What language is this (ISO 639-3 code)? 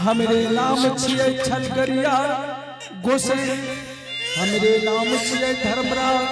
anp